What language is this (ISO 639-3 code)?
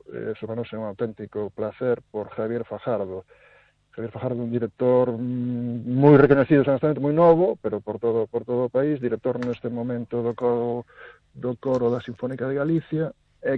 glg